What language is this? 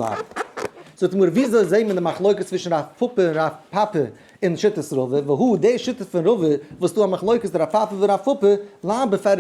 Yiddish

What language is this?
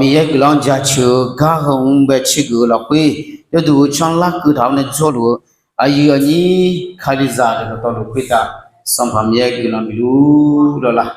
Akha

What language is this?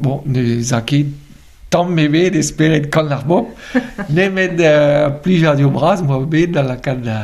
Breton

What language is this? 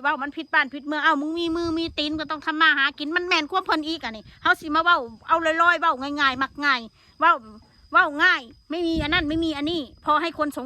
Northeastern Thai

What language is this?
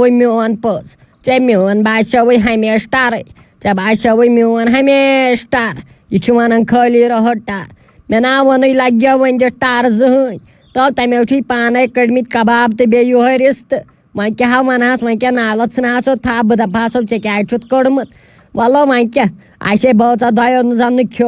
Kashmiri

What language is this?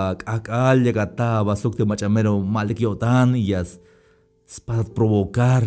Tzeltal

